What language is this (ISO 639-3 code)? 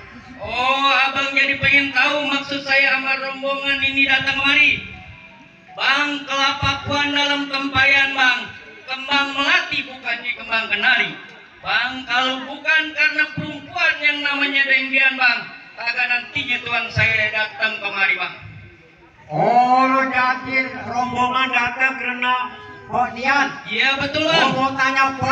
bew